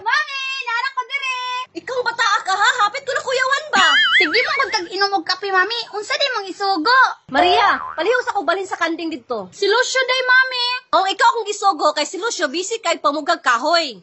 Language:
Cebuano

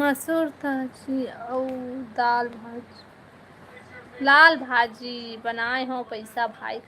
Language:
Chhattisgarhi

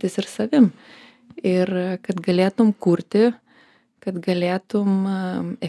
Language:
Lithuanian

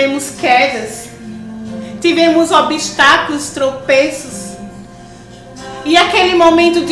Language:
Portuguese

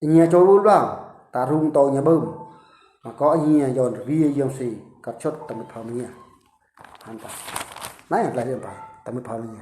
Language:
Eastern Bru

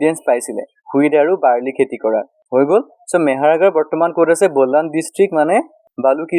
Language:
Assamese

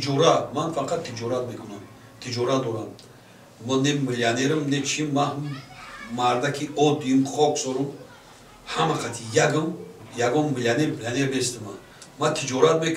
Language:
Tajik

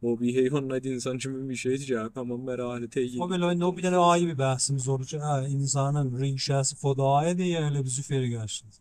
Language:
South Azerbaijani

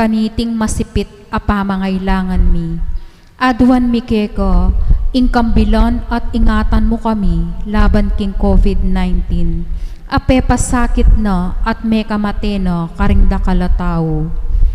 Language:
Pampanga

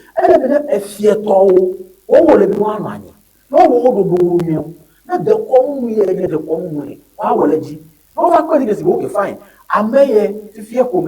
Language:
Ewe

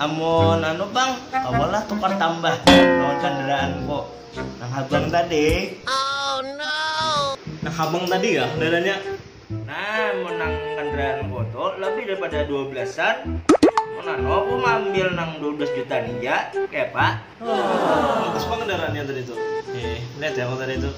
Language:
Banjar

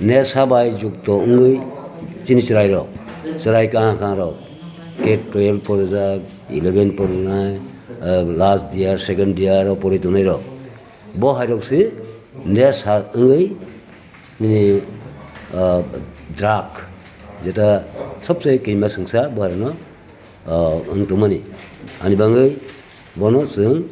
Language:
Kok Borok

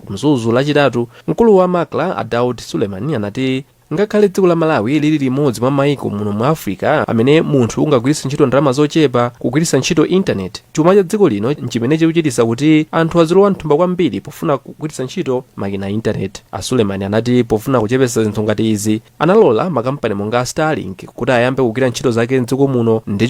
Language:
Nyanja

